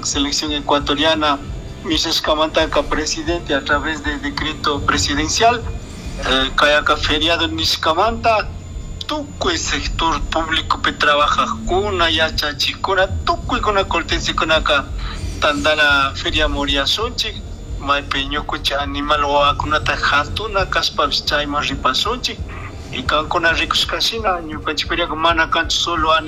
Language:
Chimborazo Highland Quichua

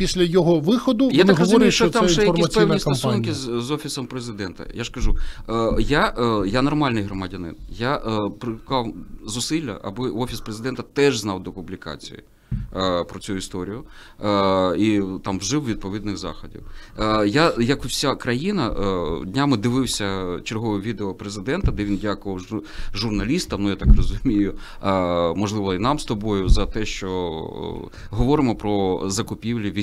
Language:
Ukrainian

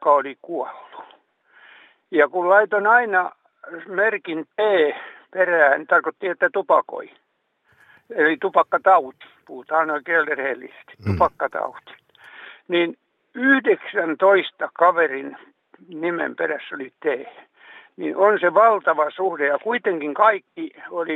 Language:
Finnish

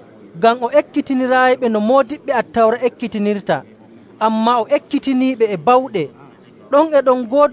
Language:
Nigerian Fulfulde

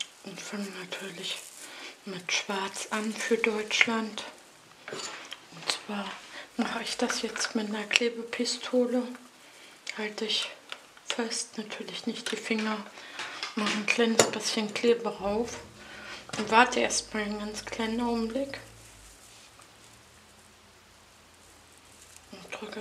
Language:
German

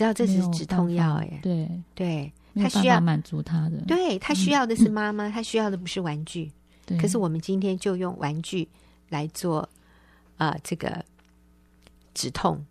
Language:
Chinese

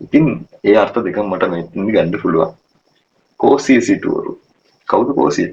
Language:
Sinhala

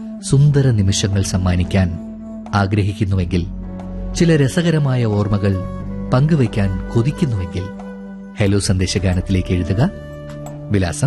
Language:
Malayalam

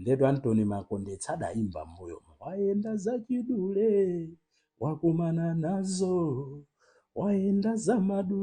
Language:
Nyanja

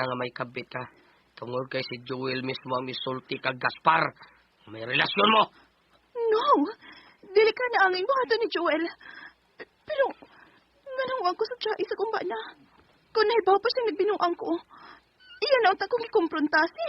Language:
Cebuano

